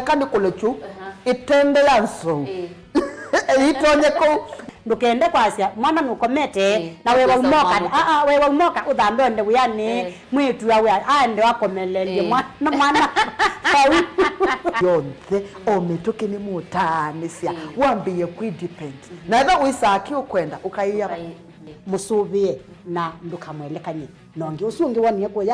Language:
Kamba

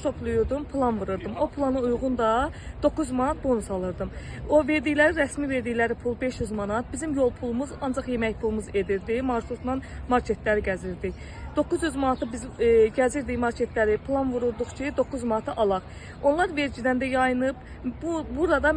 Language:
Azerbaijani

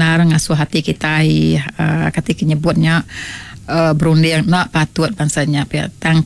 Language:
Iban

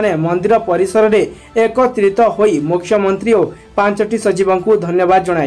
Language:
Odia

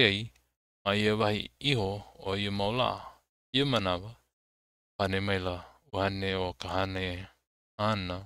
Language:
Hawaiian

